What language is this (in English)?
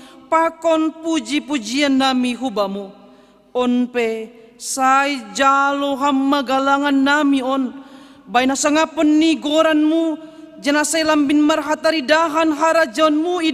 Batak Simalungun